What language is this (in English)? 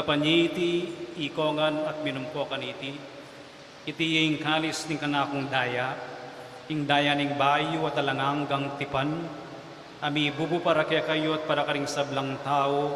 Pampanga